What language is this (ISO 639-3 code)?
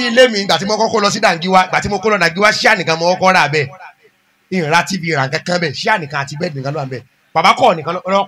yor